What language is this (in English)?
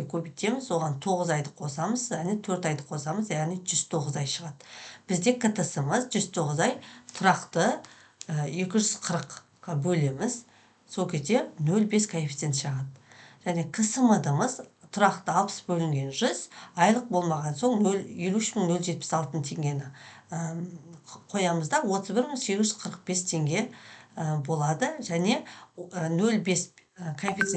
Kazakh